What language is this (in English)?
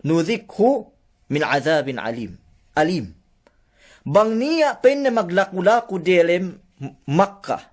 Yakan